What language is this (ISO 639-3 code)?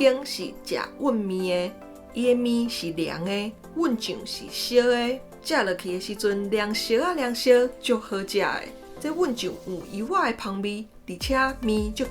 nan